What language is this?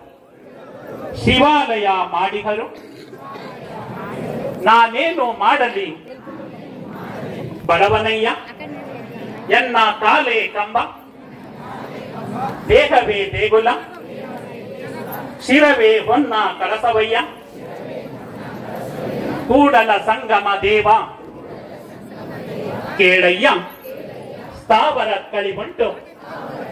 Kannada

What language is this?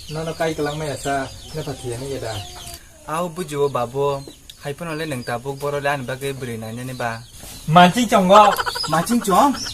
Kok Borok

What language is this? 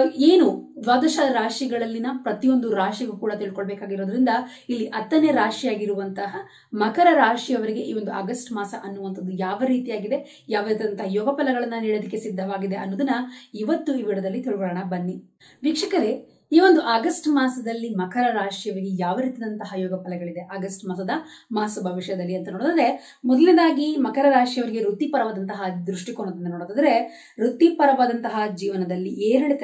Kannada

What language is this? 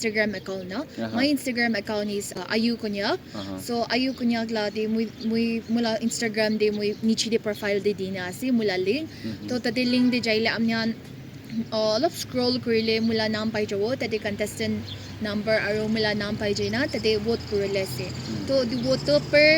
Naga Pidgin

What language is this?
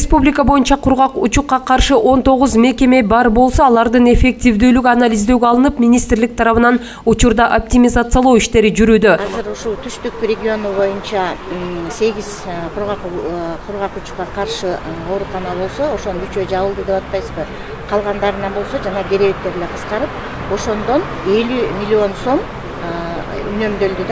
Kyrgyz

